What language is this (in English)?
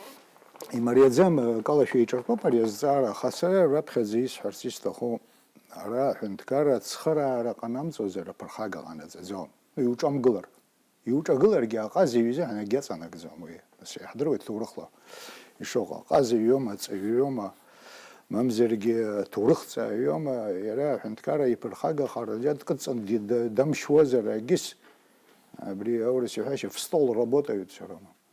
Abkhazian